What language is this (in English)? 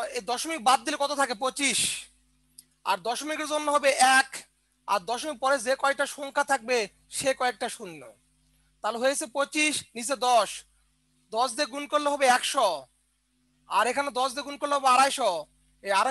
Bangla